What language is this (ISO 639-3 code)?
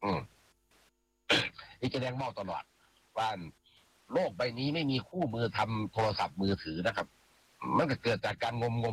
tha